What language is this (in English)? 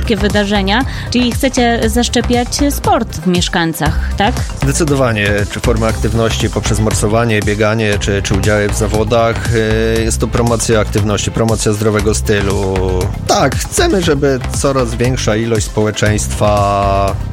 Polish